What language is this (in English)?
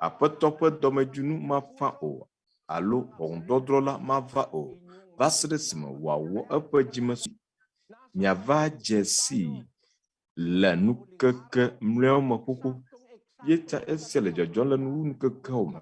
Ewe